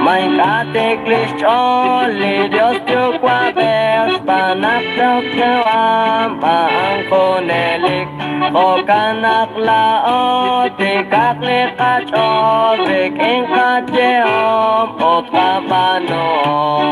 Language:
Kekchí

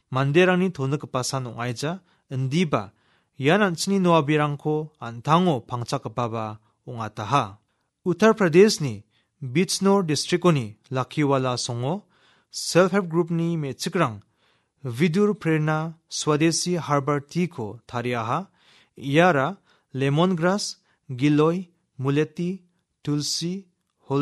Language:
Garo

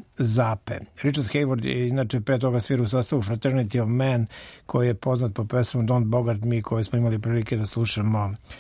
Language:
Serbian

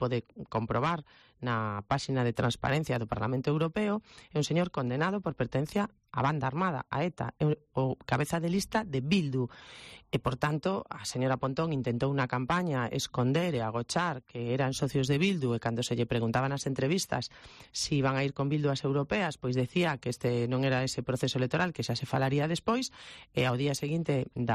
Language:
Galician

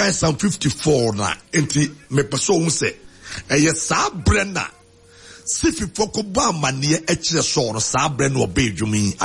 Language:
Akan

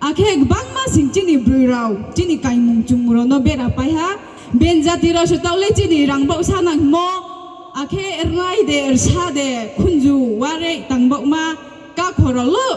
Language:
Riang (India)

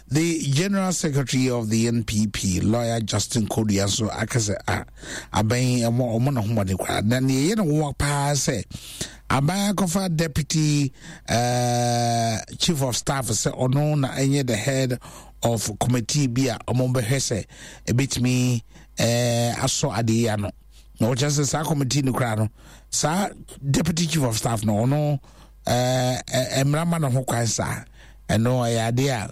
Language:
Akan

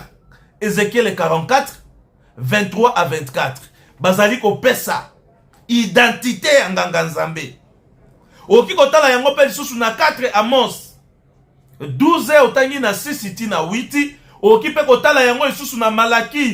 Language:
Lingala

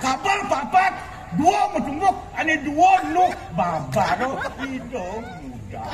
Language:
Balinese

